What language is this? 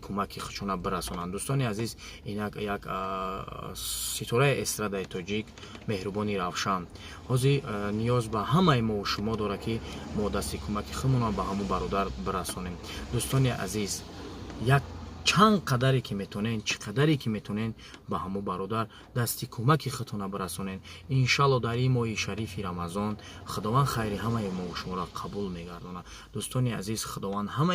Tajik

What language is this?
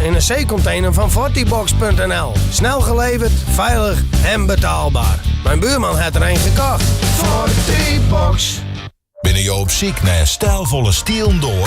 Western Frisian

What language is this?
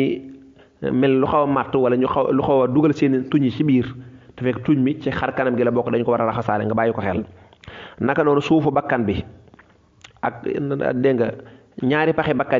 Wolof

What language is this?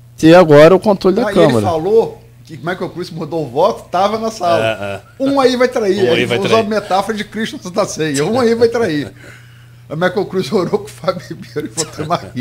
Portuguese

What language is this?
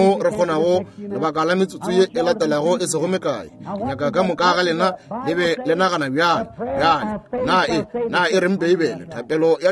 Northern Sotho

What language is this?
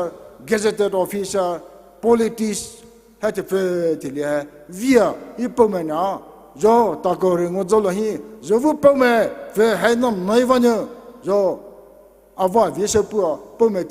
Poumei Naga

